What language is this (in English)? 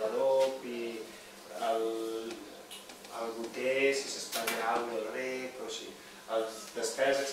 Catalan